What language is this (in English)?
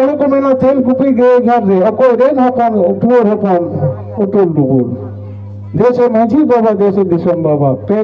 Santali